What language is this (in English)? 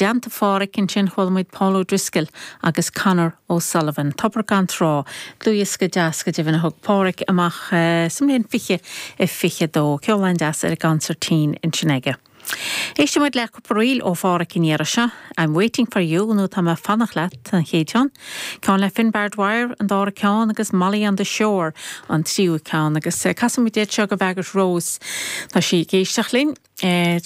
Irish